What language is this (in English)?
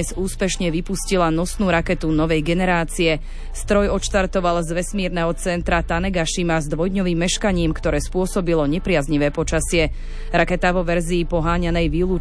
Slovak